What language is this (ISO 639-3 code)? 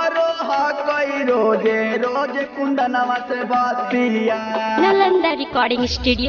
mag